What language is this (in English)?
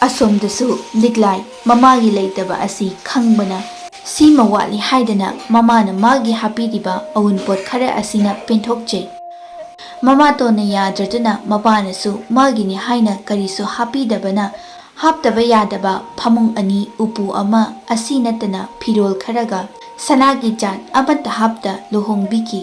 Manipuri